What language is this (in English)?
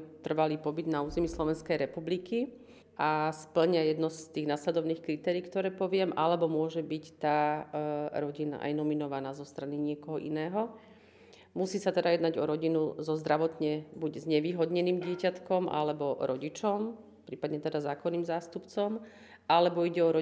Slovak